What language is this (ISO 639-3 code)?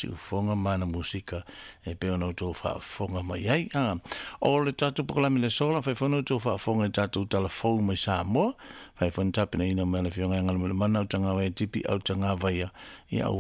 smo